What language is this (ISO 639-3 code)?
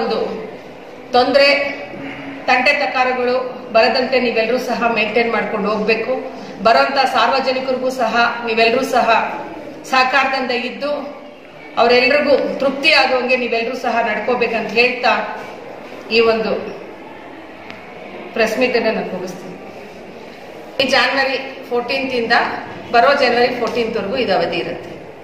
kan